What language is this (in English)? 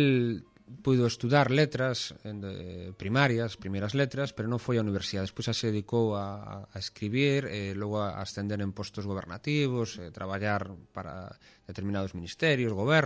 Galician